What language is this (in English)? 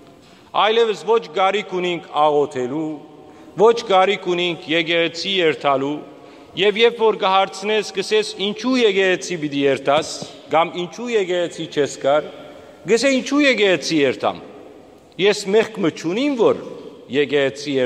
Western Armenian